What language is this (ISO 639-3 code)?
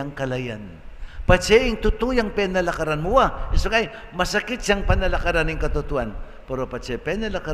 pam